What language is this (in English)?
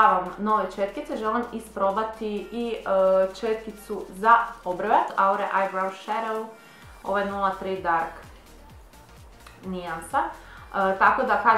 Croatian